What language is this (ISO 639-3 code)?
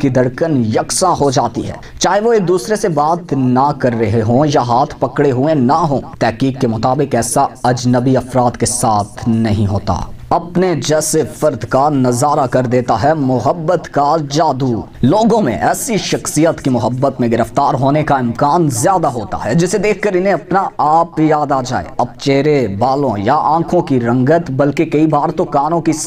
urd